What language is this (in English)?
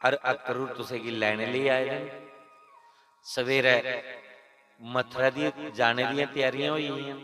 Dogri